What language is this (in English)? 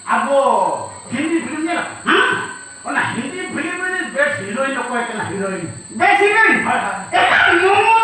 Santali